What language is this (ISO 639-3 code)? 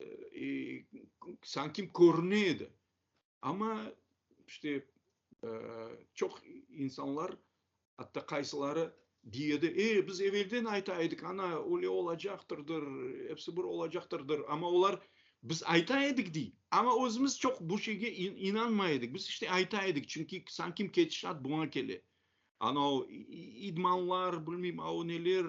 crh